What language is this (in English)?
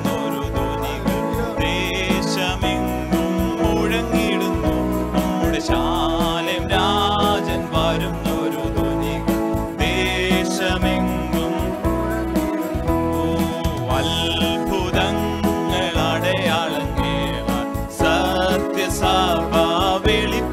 Malayalam